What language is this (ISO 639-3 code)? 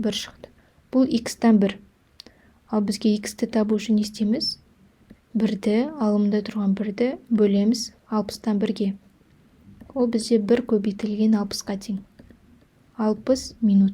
kaz